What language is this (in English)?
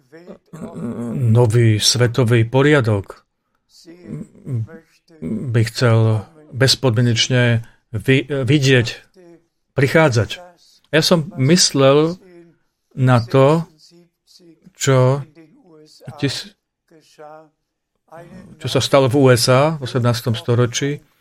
Slovak